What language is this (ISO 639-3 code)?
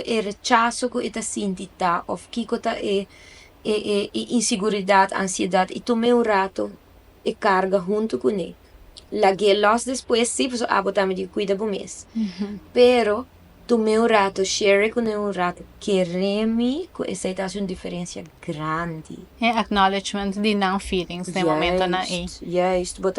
pap